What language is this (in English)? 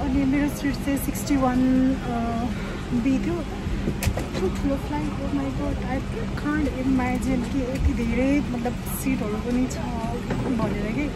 Nepali